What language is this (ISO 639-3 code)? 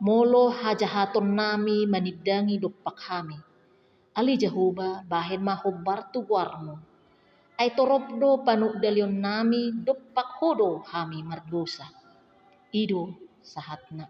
bbc